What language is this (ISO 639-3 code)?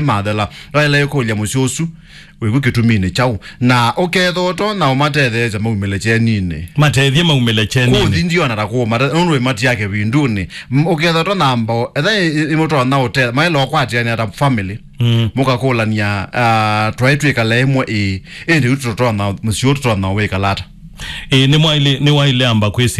kam